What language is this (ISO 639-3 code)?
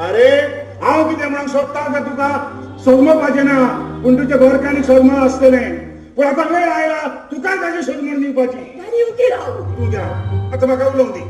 kok